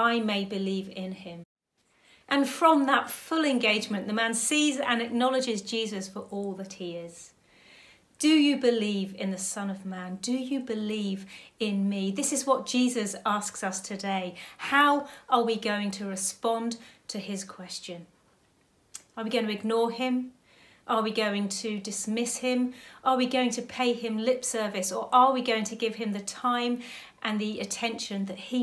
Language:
English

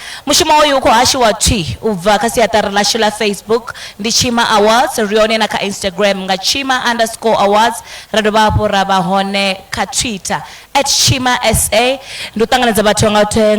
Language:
Venda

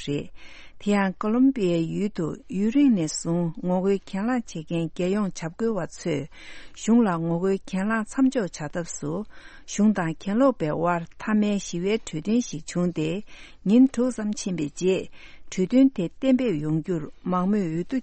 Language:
Tibetan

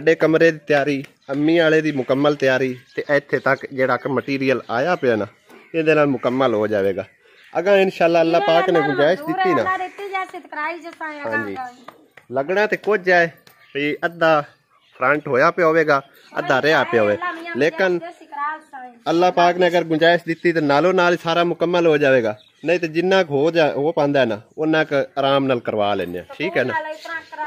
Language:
Punjabi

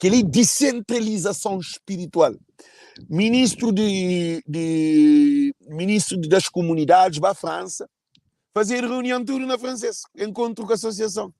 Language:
Kabuverdianu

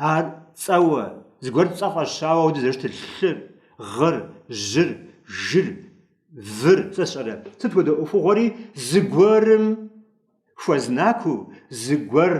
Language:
Kabardian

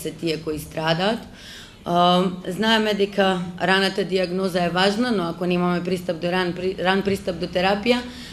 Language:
Macedonian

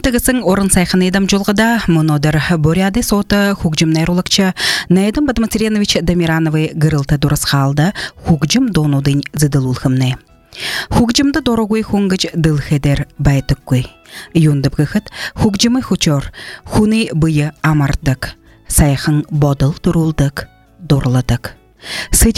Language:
Buriat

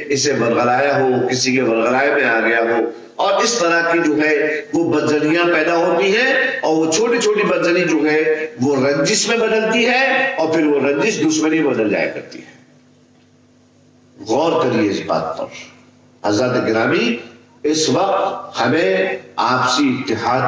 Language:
Urdu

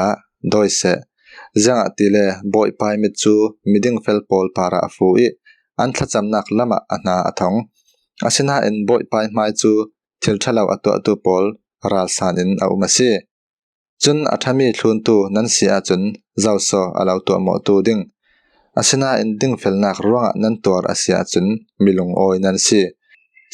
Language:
Falam Chin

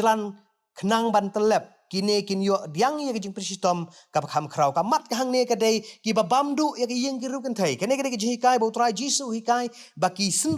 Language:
Khasi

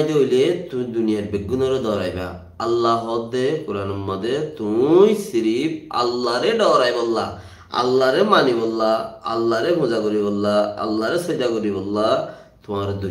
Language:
Rohingya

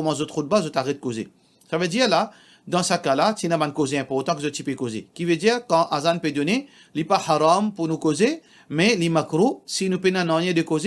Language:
Morisyen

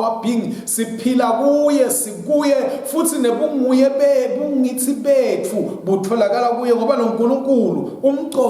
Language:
Swati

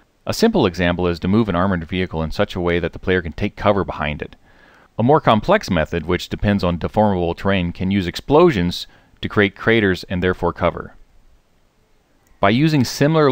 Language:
English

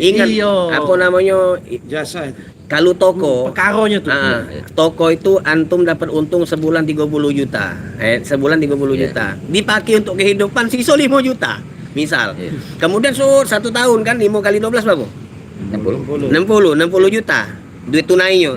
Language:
Musi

